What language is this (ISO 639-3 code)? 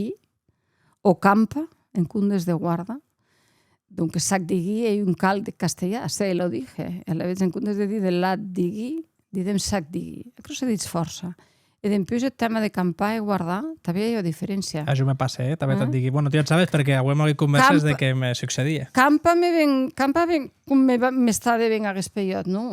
oci